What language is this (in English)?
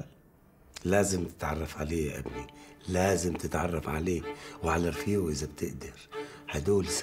North Levantine Arabic